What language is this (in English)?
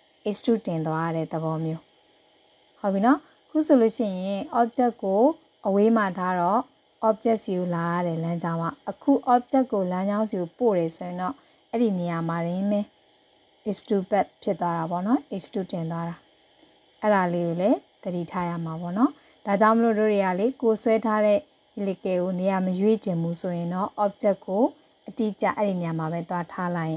Burmese